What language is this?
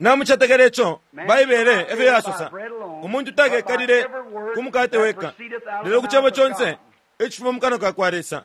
Bemba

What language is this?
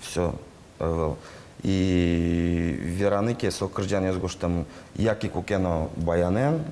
Udmurt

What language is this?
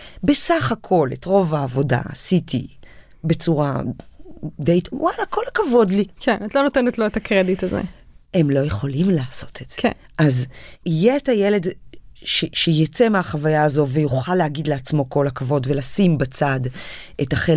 Hebrew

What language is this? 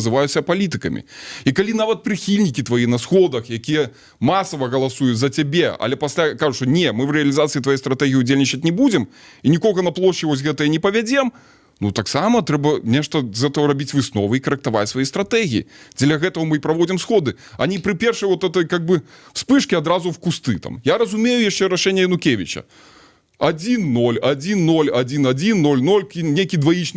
Belarusian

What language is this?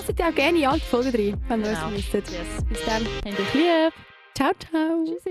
Swiss German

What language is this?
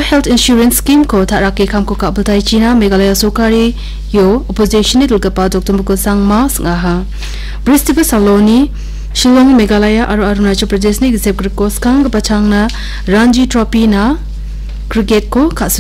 Garo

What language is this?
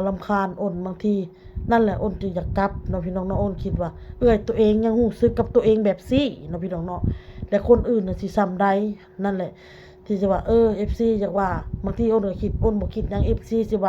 Lao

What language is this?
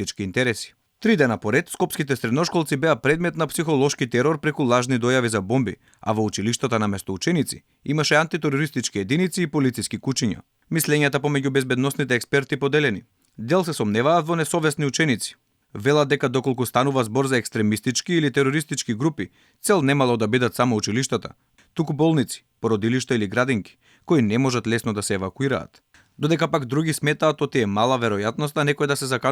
Macedonian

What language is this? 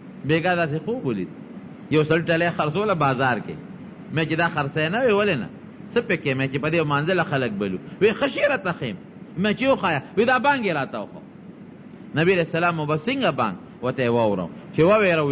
Pashto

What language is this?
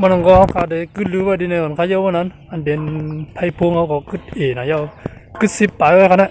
Shan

